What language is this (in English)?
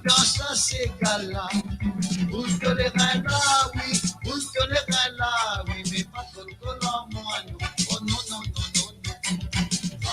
Morisyen